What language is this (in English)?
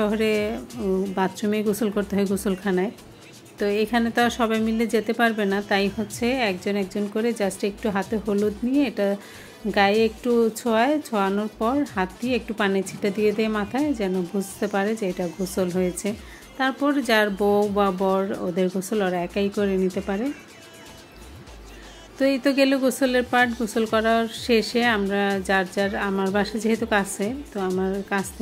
Bangla